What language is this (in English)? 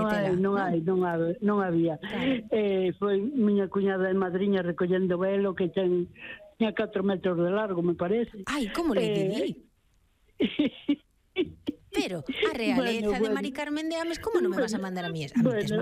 Galician